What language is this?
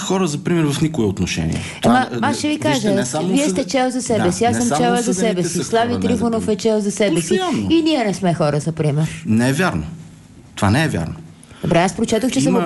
Bulgarian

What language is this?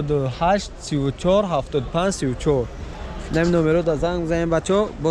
Tajik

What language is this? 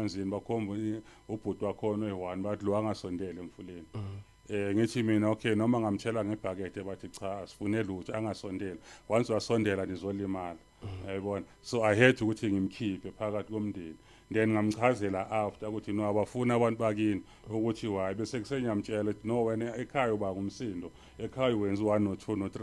Zulu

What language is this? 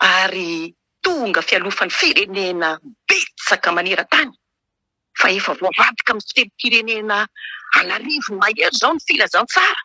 Malagasy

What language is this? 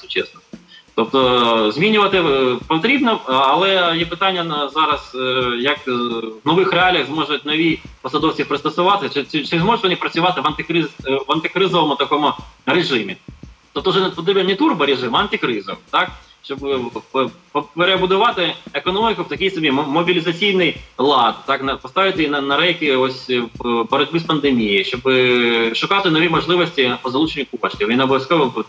Ukrainian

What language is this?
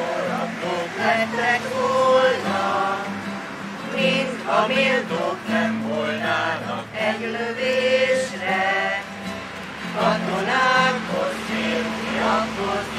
Hungarian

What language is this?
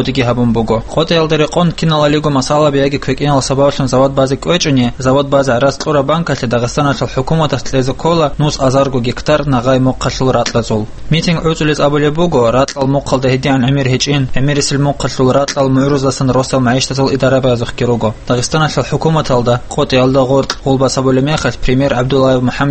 Avaric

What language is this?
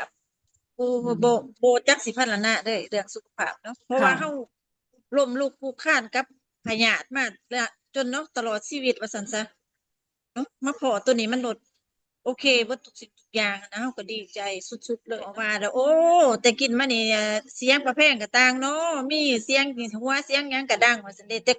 Northeastern Thai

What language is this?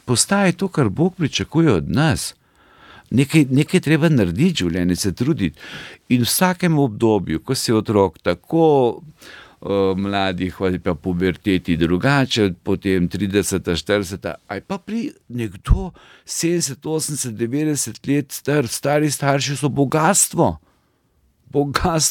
Slovenian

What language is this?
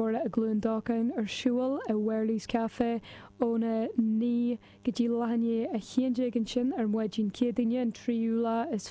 Irish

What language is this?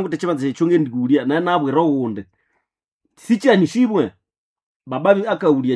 Nande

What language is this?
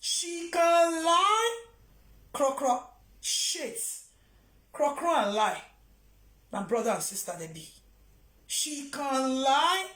Nigerian Pidgin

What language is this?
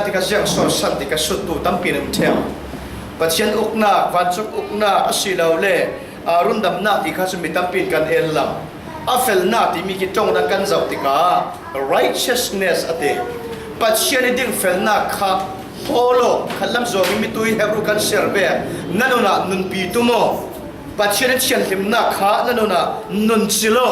Falam Chin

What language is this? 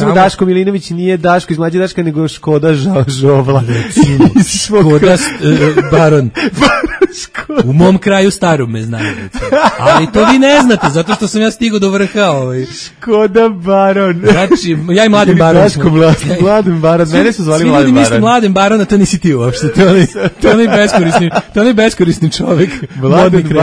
Serbian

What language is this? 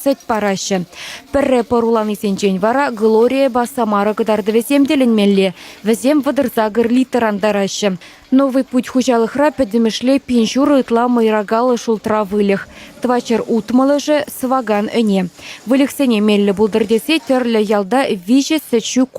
Chuvash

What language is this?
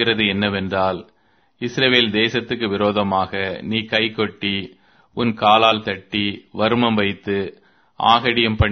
Tamil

